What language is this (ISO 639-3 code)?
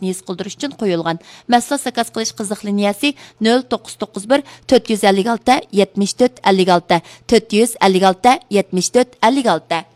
uig